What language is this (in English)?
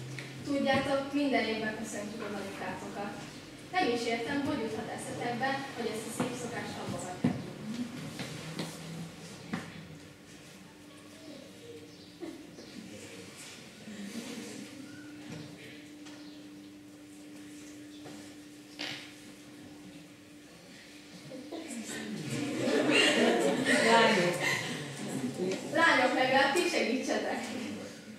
Hungarian